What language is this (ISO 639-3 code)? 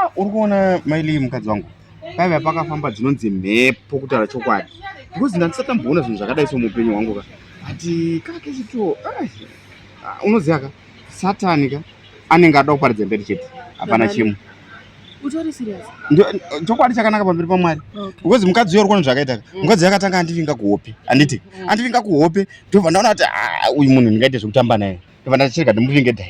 sna